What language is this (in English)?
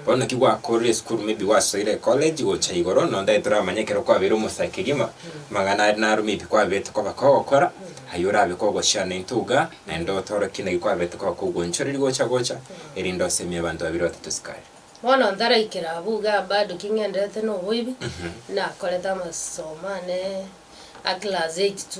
Gusii